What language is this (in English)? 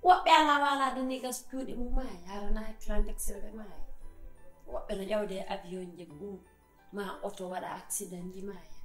Fula